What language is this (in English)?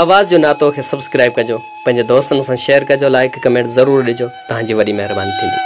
Sindhi